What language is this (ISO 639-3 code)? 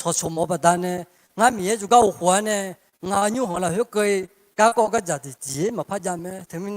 ahk